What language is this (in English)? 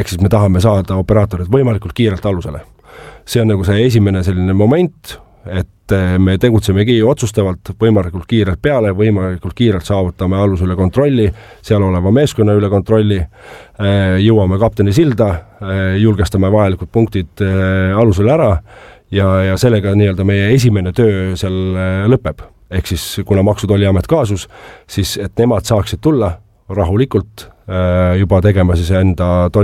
Estonian